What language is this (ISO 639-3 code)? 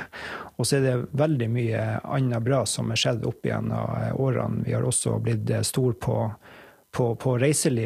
nor